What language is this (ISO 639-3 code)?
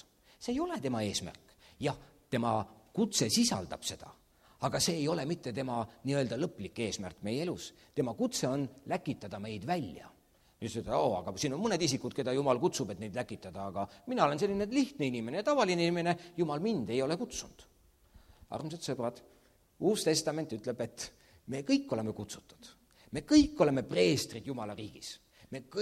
est